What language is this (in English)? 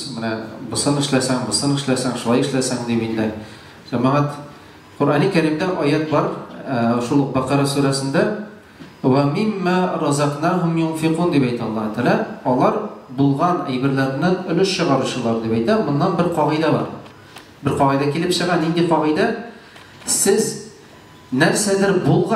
Tatar